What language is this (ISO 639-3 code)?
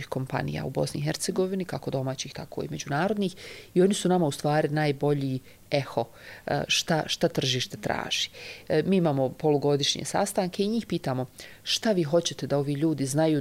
hrv